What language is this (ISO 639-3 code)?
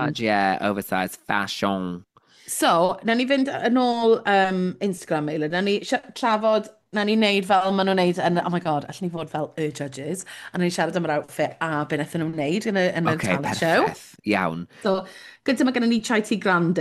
cym